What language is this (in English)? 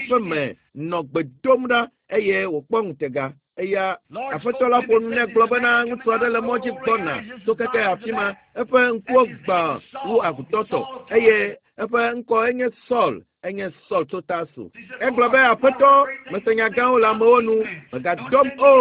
Ewe